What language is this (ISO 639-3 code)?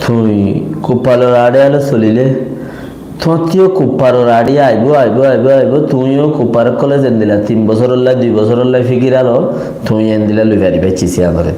rhg